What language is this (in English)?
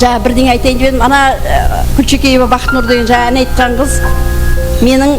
Kara-Kalpak